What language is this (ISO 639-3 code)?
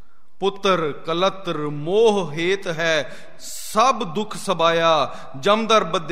pan